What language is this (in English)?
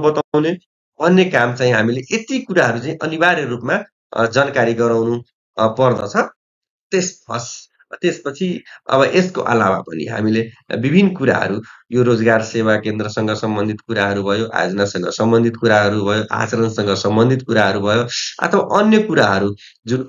Nepali